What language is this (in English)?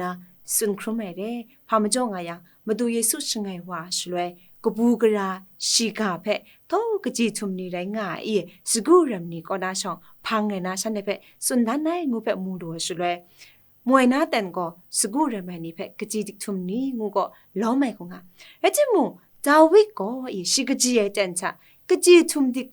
Kachin